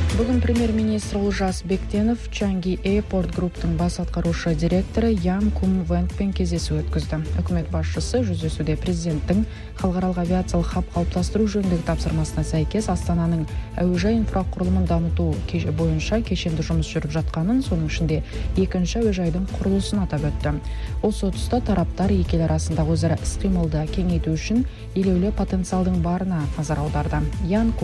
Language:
Kazakh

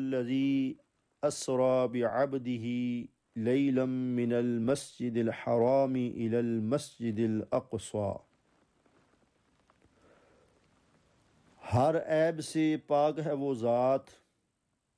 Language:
Urdu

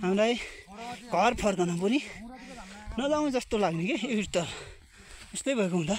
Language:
Nepali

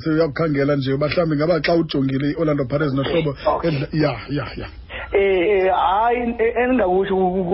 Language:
Xhosa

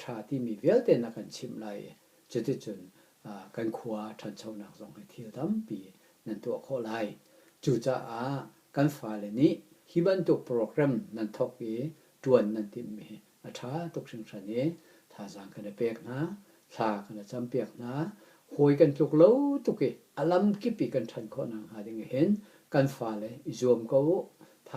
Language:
Hakha Chin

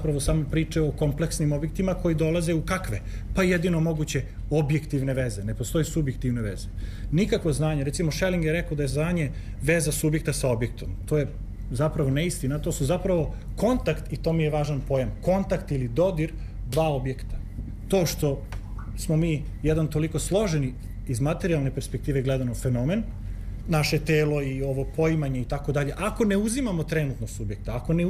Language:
Serbian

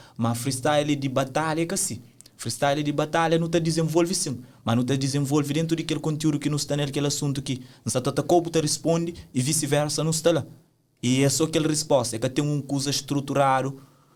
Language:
Kabuverdianu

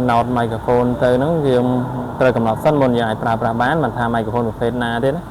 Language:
Khmer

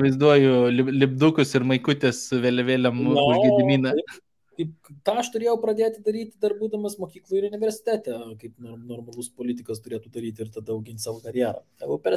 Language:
Lithuanian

